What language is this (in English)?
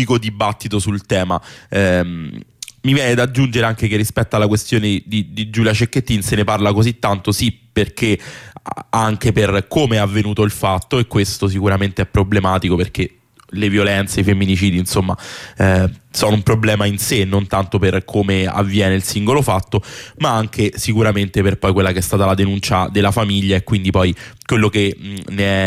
Italian